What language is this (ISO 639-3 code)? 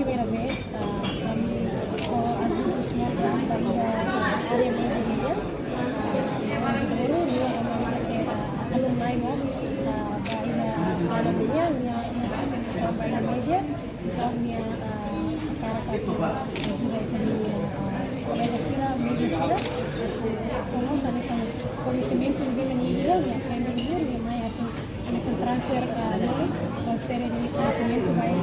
tet